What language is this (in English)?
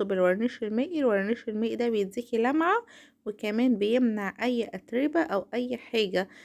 Egyptian Arabic